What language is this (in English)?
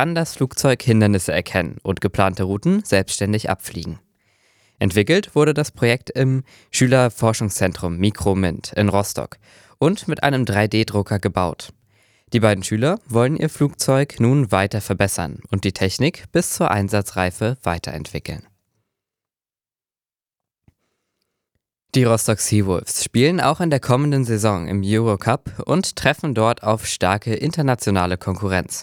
German